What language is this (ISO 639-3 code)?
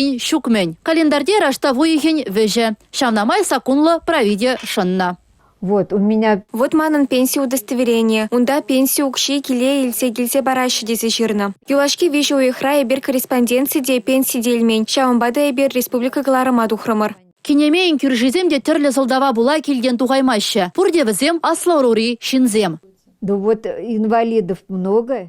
chv